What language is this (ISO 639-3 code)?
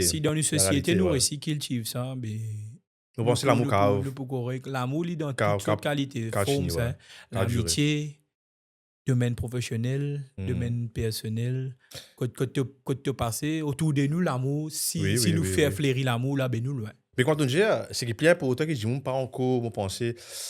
mfe